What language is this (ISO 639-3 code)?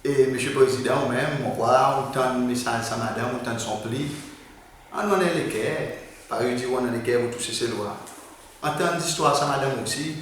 crs